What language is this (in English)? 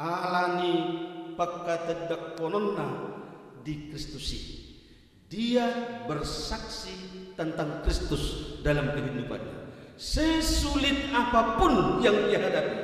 Batak Toba